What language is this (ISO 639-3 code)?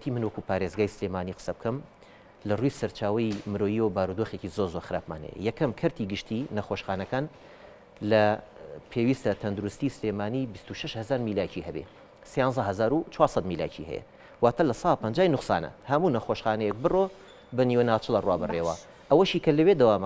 ckb